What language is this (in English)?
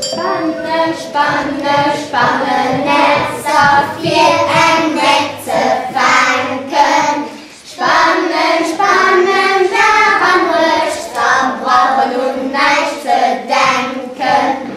Luxembourgish